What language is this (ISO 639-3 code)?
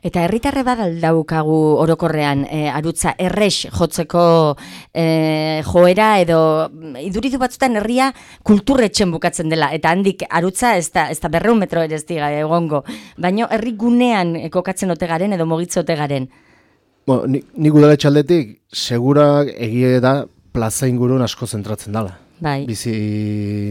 eus